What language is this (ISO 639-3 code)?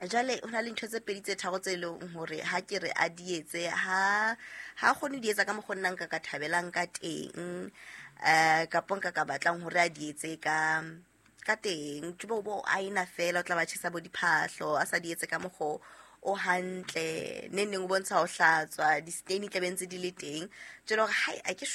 sot